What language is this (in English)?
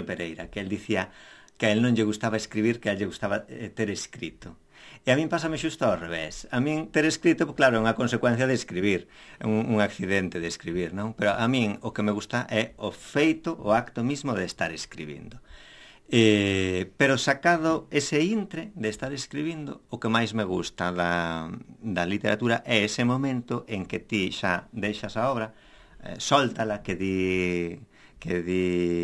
Galician